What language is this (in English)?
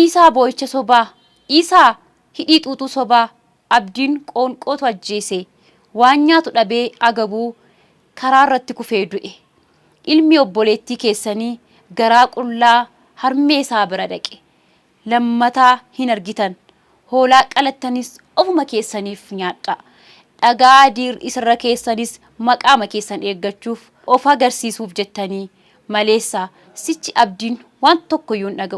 Oromo